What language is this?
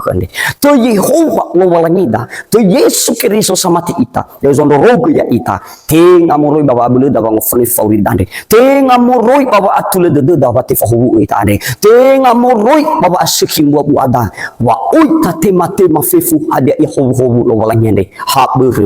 Nias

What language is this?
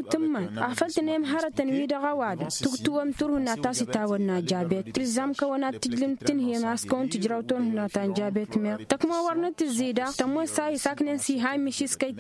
Tamasheq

